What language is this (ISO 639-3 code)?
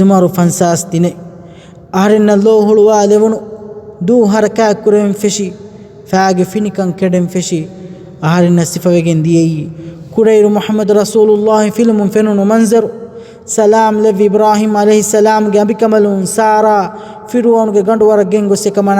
div